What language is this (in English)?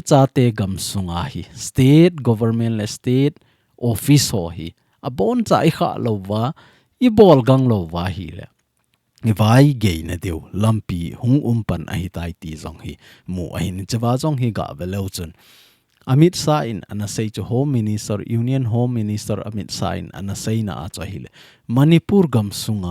Thado Chin